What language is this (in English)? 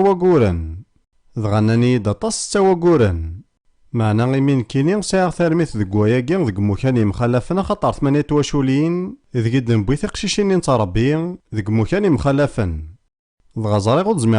Kabyle